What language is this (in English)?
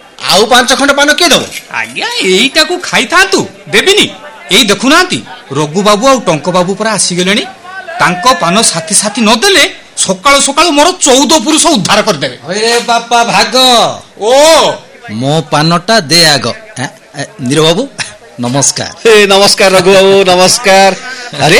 Odia